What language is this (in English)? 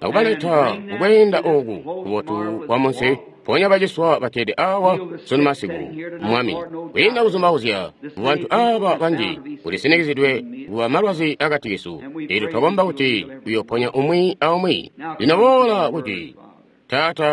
Tonga (Zambia)